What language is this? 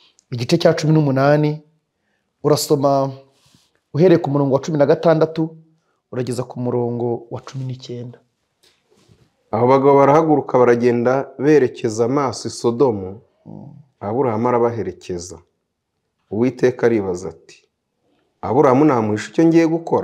Kinyarwanda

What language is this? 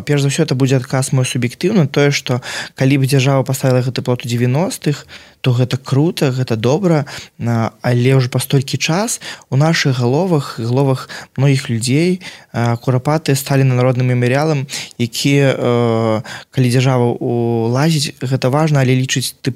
Belarusian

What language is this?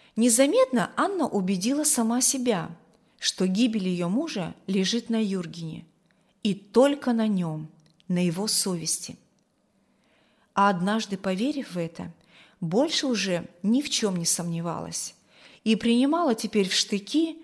Russian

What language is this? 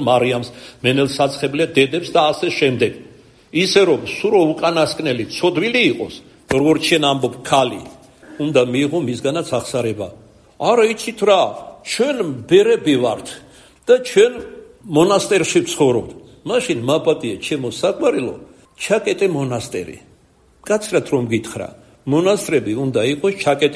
Georgian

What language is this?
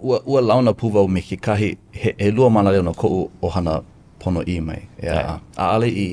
Hawaiian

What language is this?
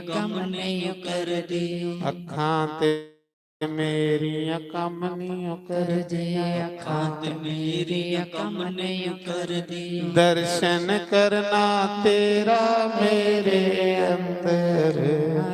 Dogri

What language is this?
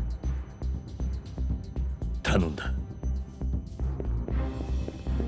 Japanese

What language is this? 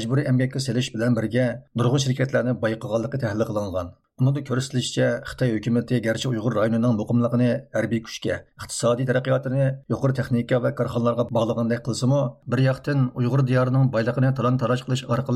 Uyghur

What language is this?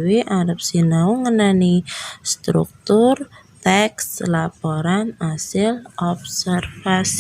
Javanese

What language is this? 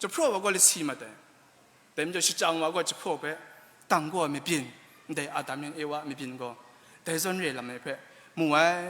Kachin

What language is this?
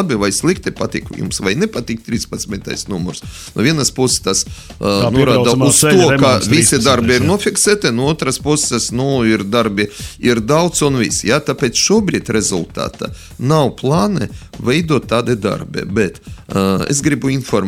Latvian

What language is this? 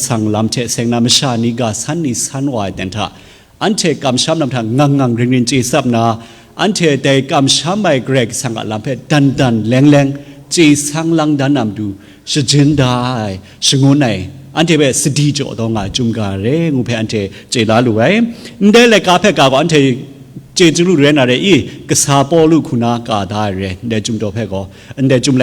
Kachin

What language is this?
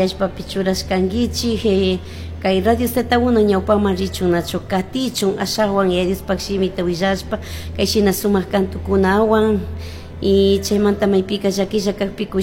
Chimborazo Highland Quichua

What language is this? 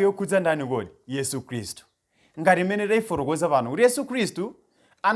Nyanja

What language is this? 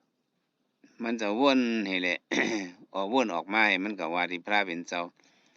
Shan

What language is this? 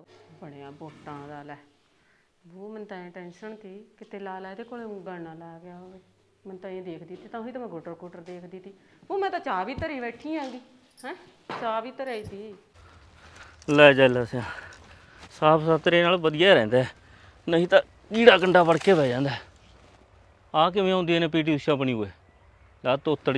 Punjabi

